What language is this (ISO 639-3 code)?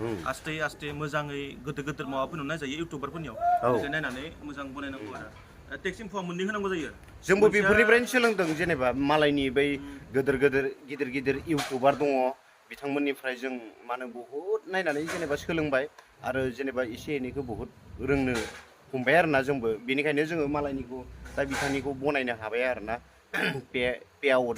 brx